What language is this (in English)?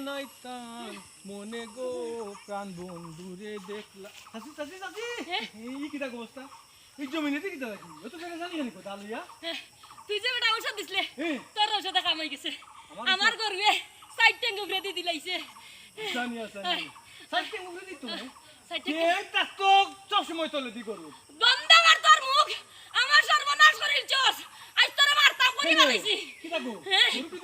Sylheti